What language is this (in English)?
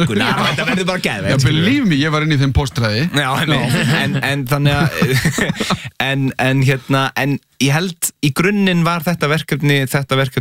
Icelandic